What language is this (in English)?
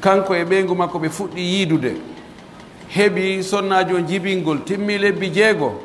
Pular